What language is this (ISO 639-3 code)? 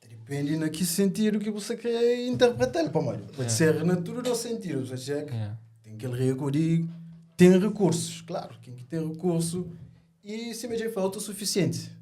kea